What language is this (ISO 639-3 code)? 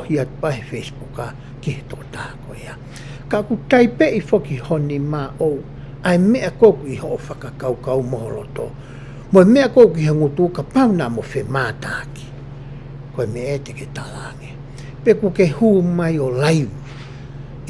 ton